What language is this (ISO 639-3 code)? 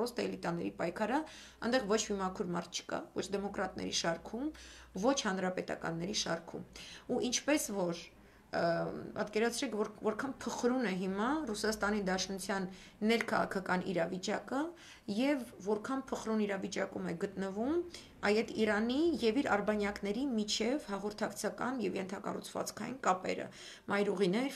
hye